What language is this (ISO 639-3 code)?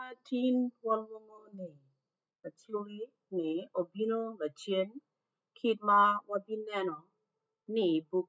ach